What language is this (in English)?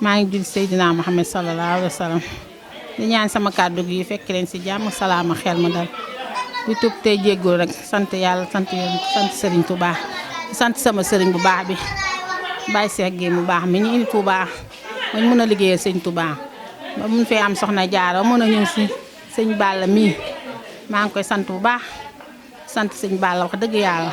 Wolof